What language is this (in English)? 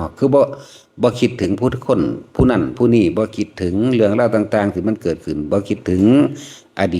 Northeastern Thai